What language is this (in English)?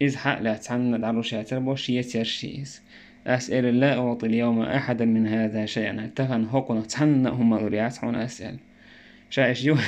Chechen